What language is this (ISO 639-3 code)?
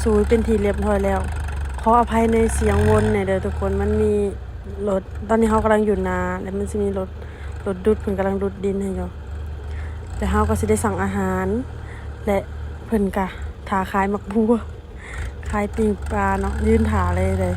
lao